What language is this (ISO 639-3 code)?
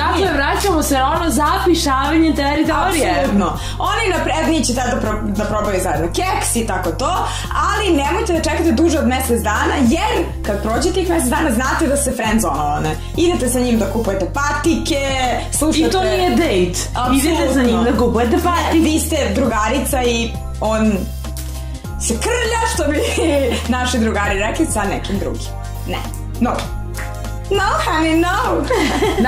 srp